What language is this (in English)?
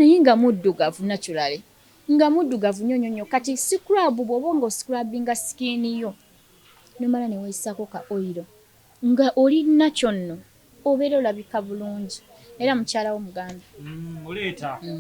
Ganda